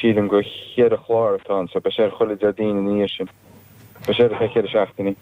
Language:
Irish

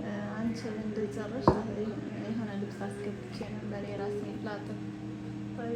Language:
Amharic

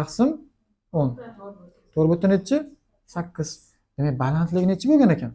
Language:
Uzbek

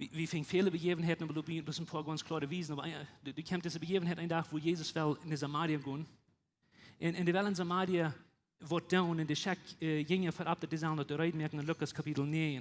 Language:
Plautdietsch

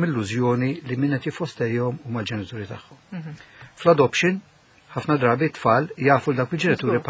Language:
Maltese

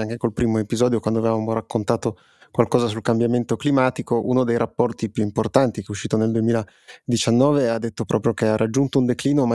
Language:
Italian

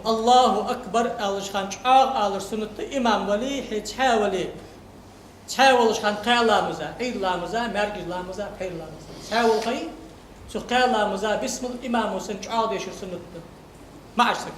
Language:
Ingush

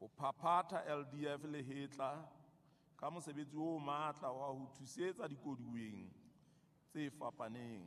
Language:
Southern Sotho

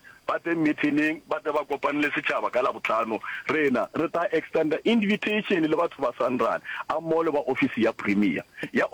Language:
Northern Sotho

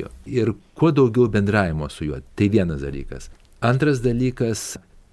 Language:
Lithuanian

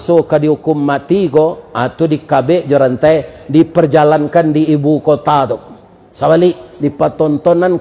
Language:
Minangkabau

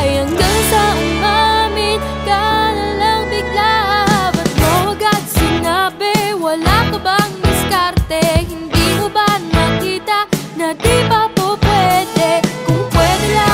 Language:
Filipino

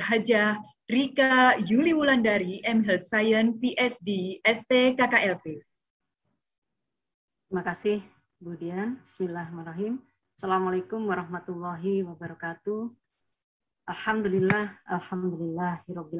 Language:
Indonesian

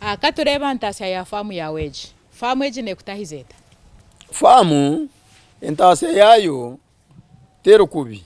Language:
Nyankole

